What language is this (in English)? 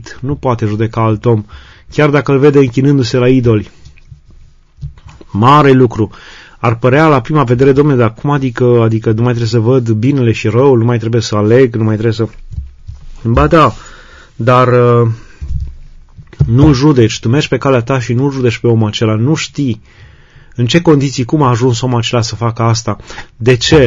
Romanian